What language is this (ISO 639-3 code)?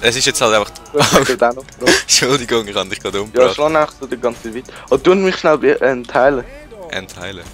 gsw